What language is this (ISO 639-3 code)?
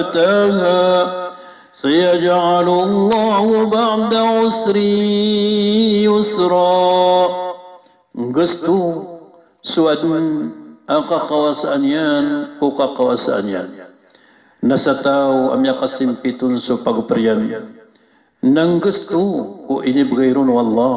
mrw